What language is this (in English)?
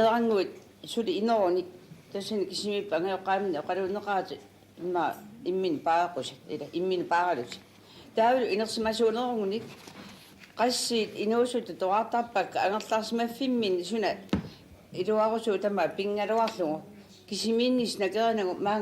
Kalaallisut